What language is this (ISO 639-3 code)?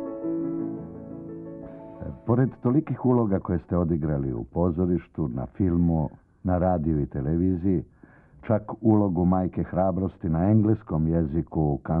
srp